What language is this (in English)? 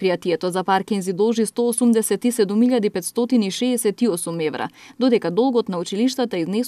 Macedonian